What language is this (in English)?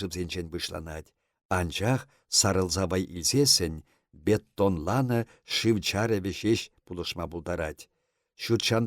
Chuvash